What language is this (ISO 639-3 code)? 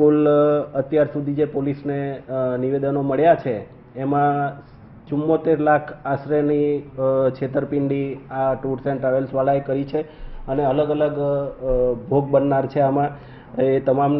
guj